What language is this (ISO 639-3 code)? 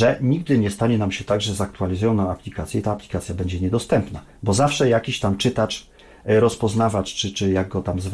pol